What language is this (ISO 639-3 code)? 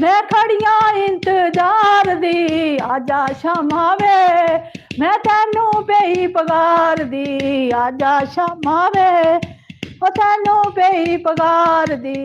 doi